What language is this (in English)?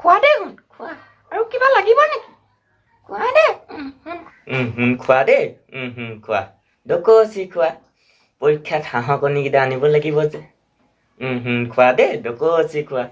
Assamese